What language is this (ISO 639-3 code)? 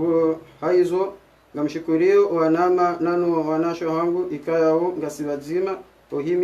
zdj